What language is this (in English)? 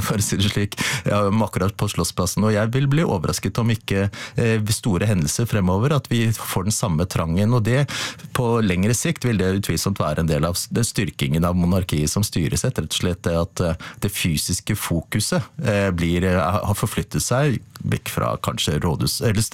Norwegian